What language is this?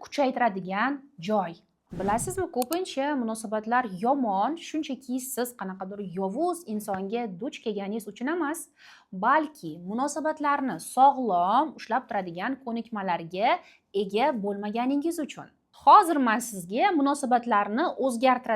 Uzbek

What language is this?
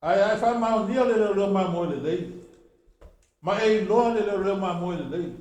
Samoan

